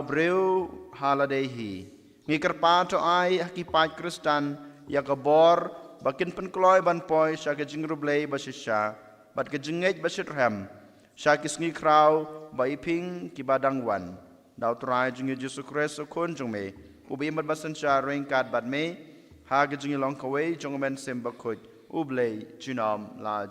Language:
Khasi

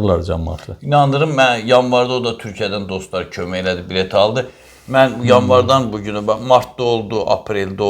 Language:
Azerbaijani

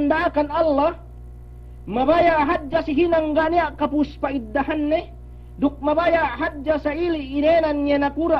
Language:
Yakan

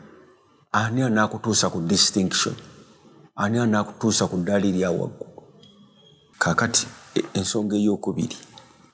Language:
Ganda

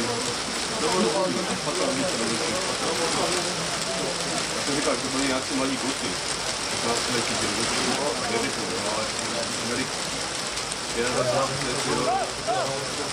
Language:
Czech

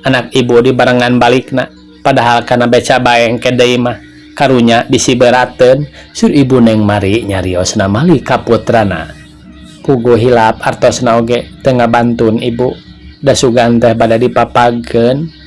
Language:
Sundanese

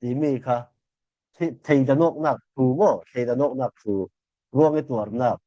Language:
Falam Chin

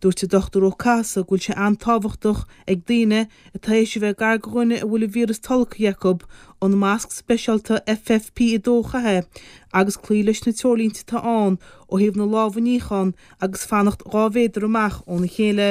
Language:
Irish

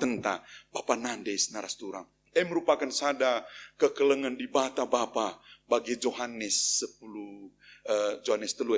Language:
Batak Karo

